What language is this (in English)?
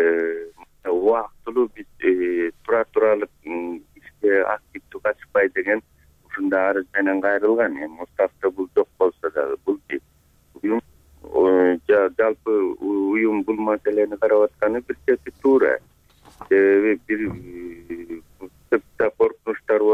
Kyrgyz